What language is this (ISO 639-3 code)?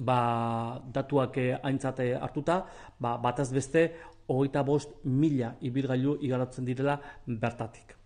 eus